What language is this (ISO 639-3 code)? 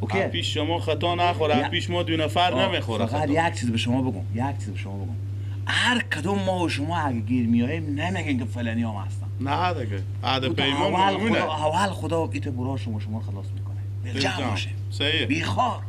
fas